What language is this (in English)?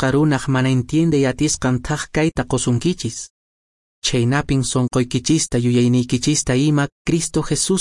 Quechua